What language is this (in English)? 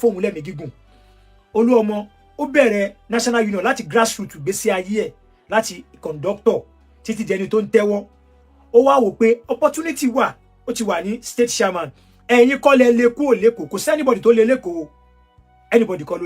Yoruba